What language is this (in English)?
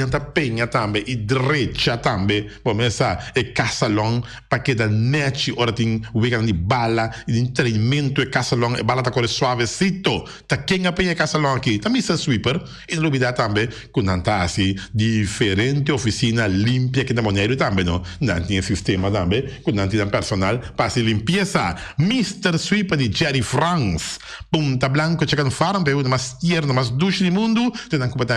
Papiamento